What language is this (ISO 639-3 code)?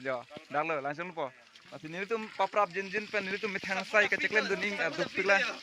mjw